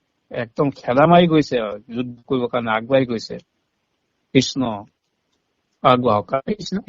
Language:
Assamese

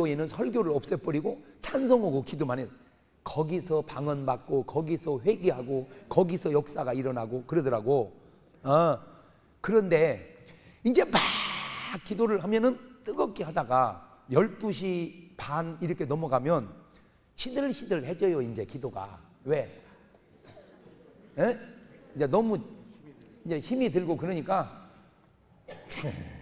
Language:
Korean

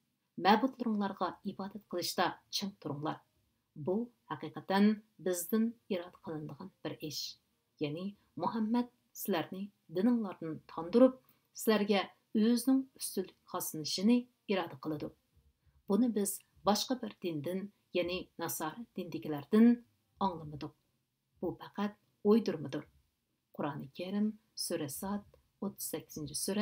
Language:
Uyghur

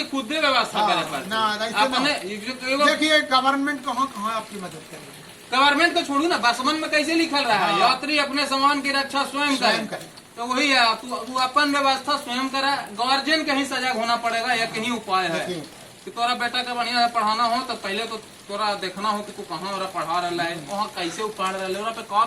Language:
Magahi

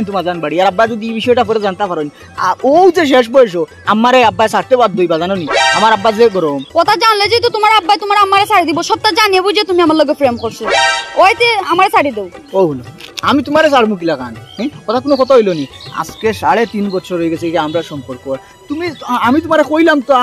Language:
Sylheti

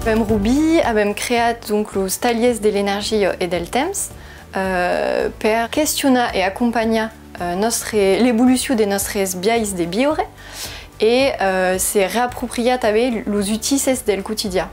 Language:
Occitan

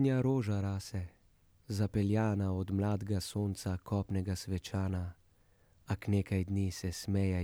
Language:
Slovenian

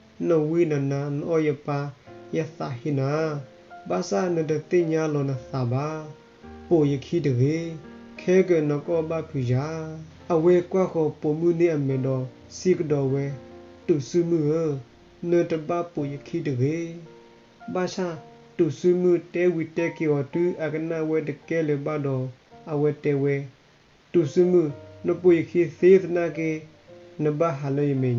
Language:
S'gaw Karen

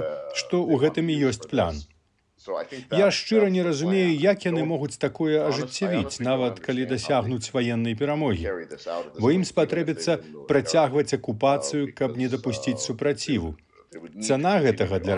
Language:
Belarusian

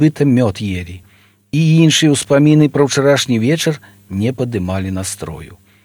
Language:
Belarusian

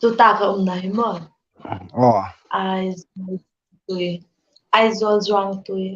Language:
Hmar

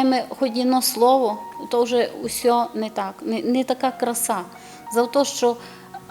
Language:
Rusyn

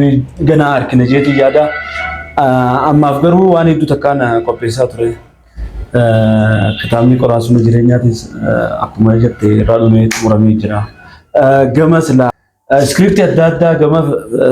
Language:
Oromo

